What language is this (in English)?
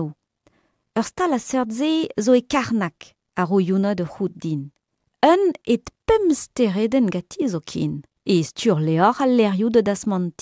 Breton